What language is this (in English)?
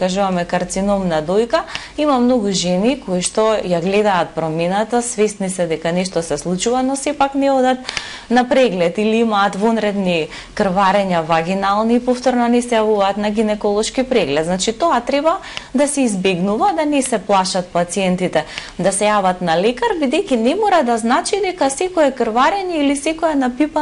Macedonian